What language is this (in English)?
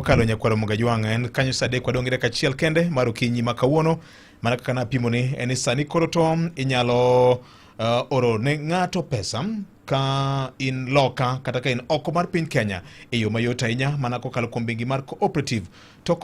Luo (Kenya and Tanzania)